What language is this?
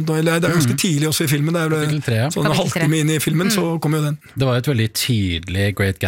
Norwegian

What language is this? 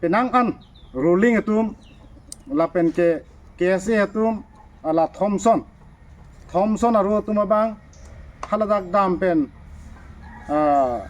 Karbi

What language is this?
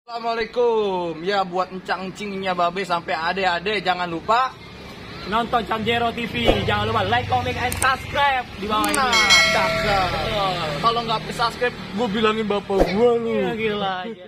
Betawi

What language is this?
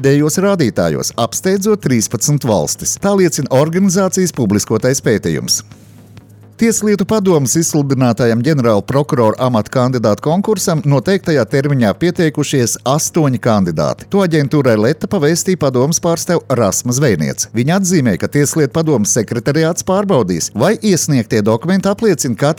Latvian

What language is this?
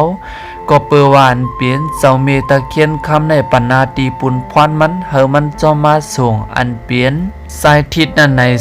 Shan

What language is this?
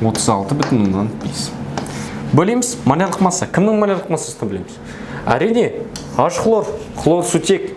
Kazakh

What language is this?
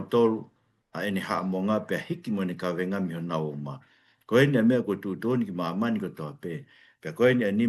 Tongan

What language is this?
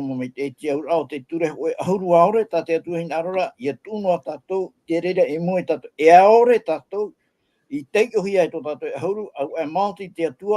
Tahitian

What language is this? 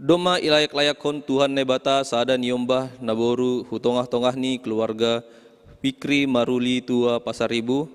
Batak Simalungun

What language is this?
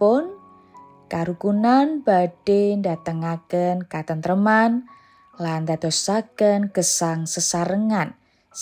Javanese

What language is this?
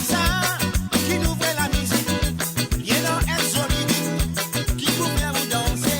Morisyen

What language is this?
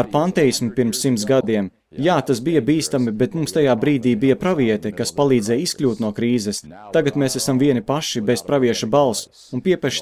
Latvian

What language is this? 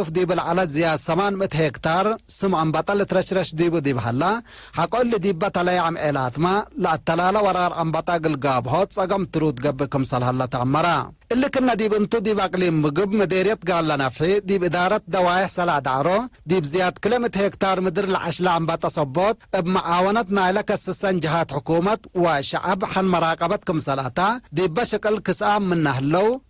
Tigre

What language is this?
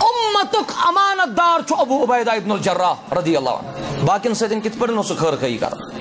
Kashmiri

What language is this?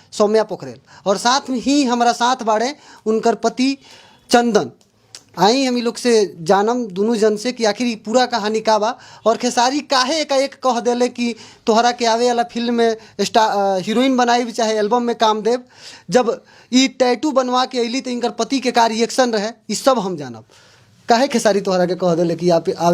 Bhojpuri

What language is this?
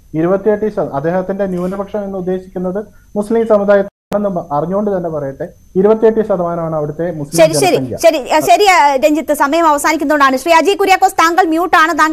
Malayalam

